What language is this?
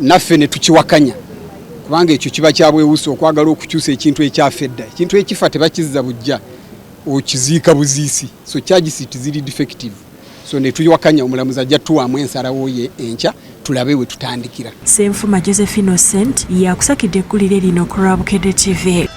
Ganda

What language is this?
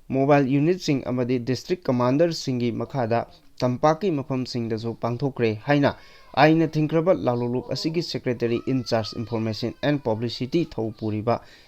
Manipuri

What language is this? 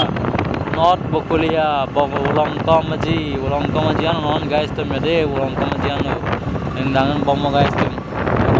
Karbi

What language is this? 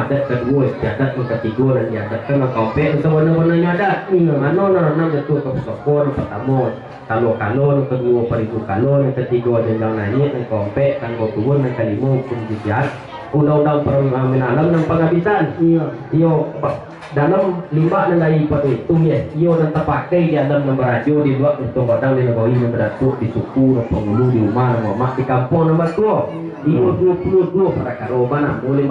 Minangkabau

